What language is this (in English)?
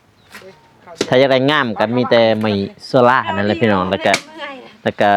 Lao